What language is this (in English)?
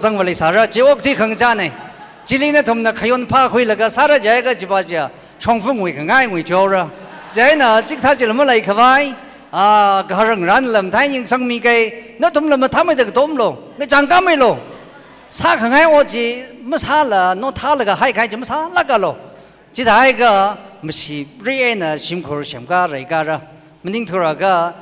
Tangkhul Naga (India)